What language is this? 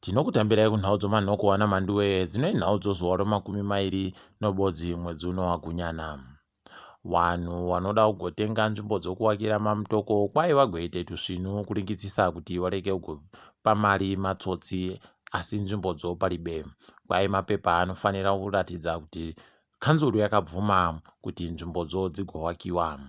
Ndau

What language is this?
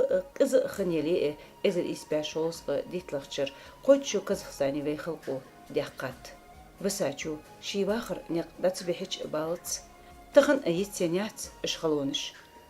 Ingush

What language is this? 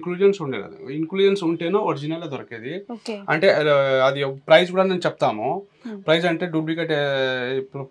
Telugu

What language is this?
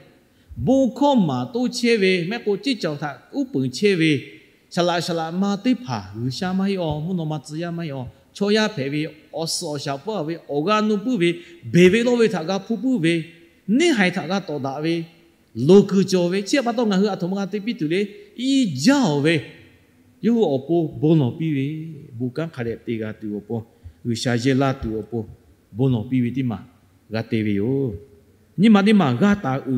Lahu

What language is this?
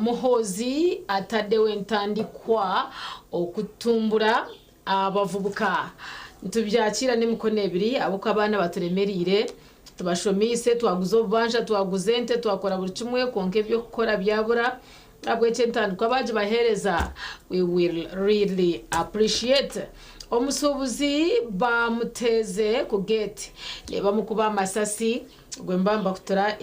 Nyankole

